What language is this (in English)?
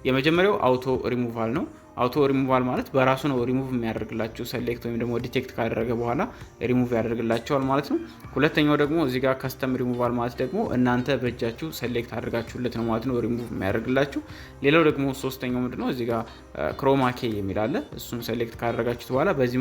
Amharic